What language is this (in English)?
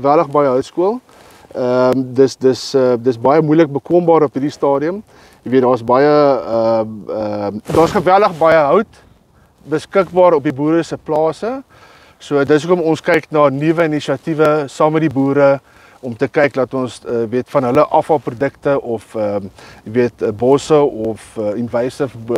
Afrikaans